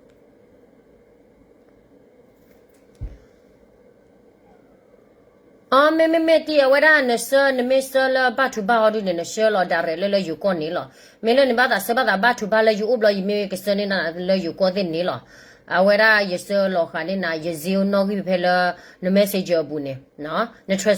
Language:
S'gaw Karen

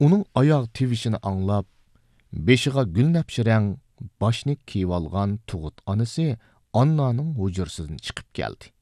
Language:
Uyghur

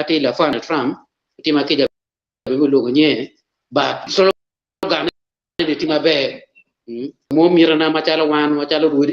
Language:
Acoli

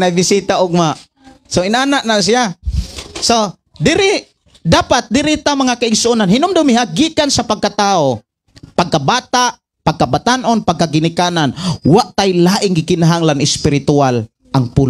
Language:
Cebuano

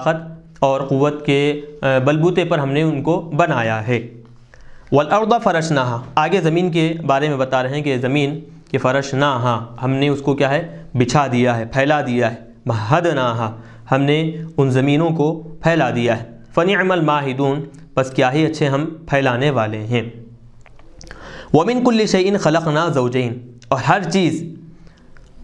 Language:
Urdu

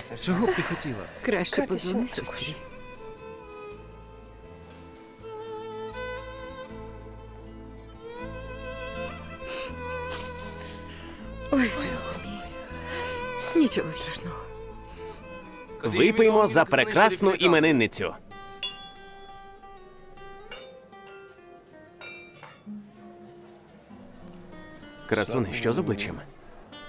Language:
Ukrainian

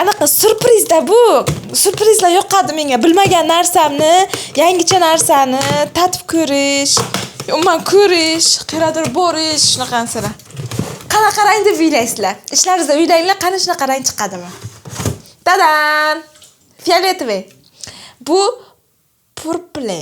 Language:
Uzbek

